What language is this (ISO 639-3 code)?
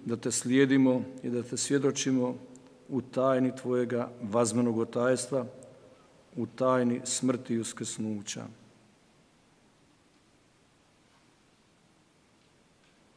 hrv